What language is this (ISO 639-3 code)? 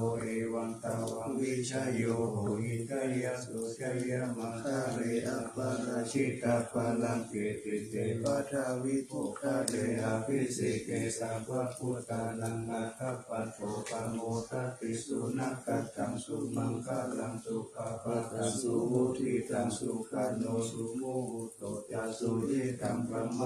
pli